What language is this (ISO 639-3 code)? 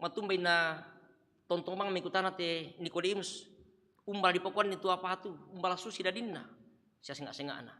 sda